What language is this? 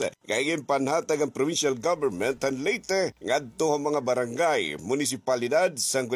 Waray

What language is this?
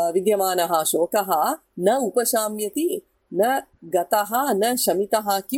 Sanskrit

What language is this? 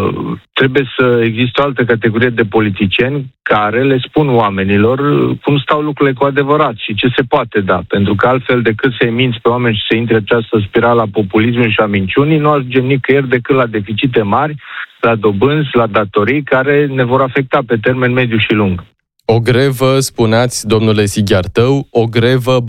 Romanian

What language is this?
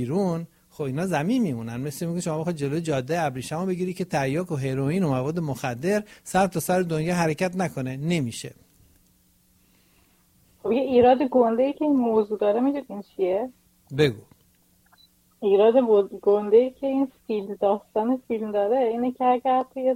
Persian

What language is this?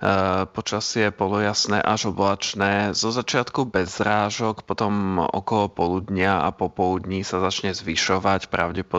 Slovak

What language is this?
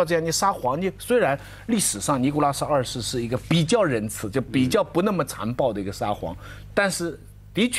Chinese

